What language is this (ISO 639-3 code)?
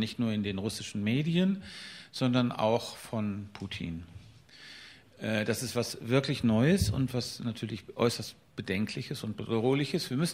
deu